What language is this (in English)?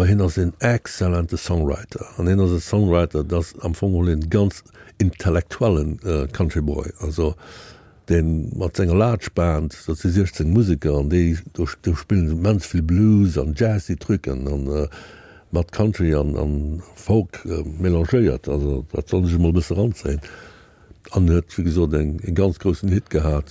Luxembourgish